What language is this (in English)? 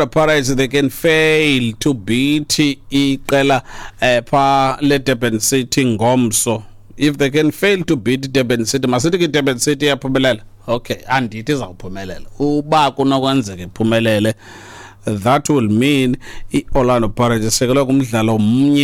Xhosa